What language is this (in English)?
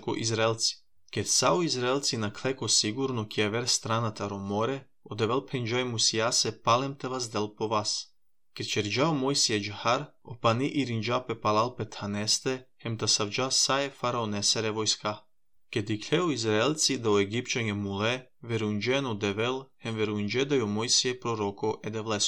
Serbian